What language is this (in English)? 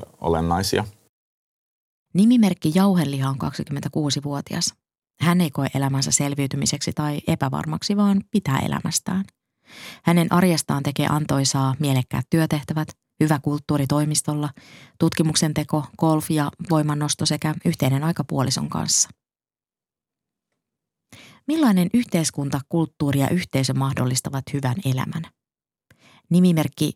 Finnish